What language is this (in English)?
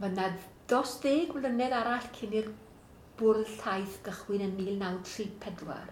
Welsh